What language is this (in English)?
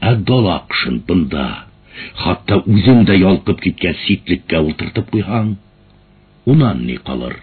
Bashkir